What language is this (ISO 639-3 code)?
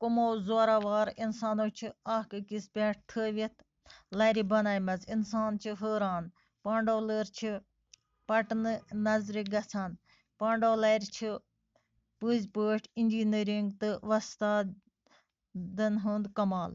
kas